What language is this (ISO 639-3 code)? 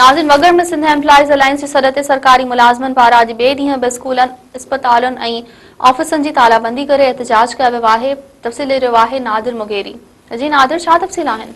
snd